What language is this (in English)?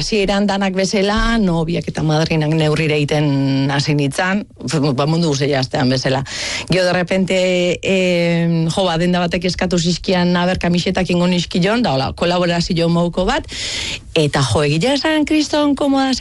Basque